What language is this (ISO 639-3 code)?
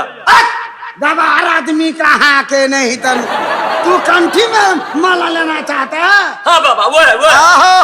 mai